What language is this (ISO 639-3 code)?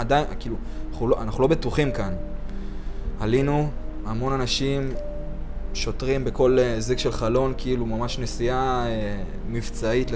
heb